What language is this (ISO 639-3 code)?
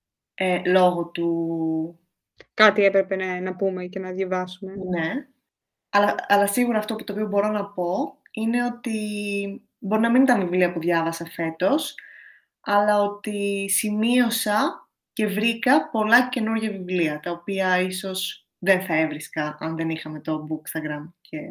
ell